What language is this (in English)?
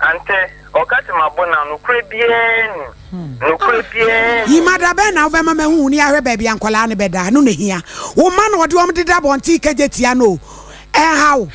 Akan